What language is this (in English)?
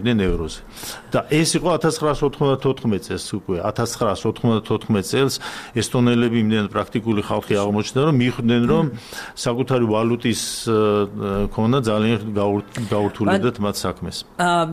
Georgian